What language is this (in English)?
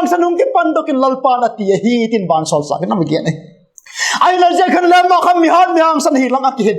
Vaiphei